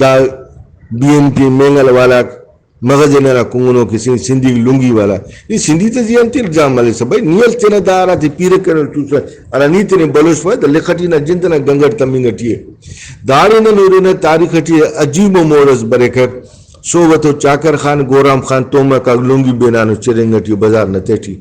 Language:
Brahui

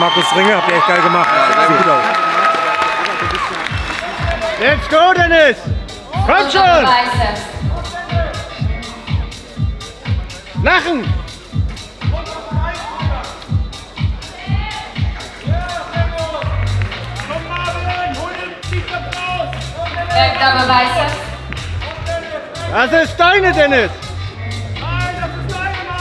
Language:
German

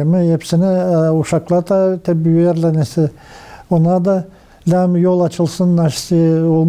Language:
Gagauz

